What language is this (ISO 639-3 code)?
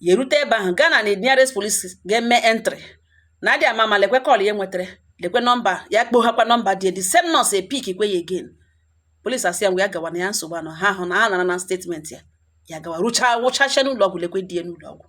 ibo